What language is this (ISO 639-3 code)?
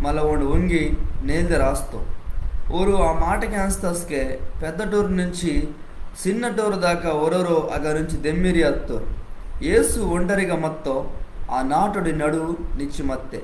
kff